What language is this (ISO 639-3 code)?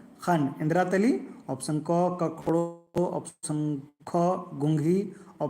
kru